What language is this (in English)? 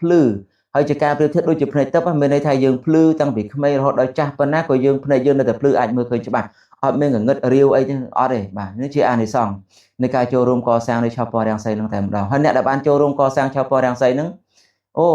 Khmer